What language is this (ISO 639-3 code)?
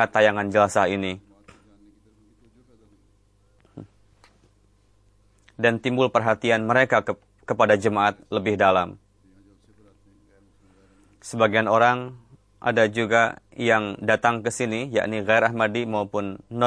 ind